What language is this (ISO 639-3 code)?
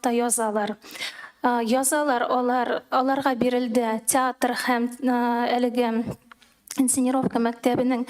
tat